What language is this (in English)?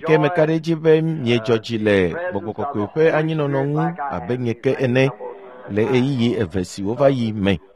Ewe